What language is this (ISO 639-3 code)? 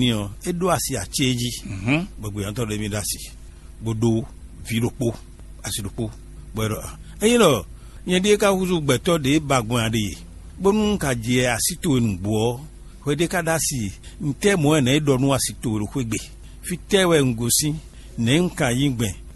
fon